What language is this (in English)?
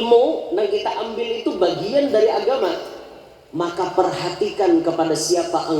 Banjar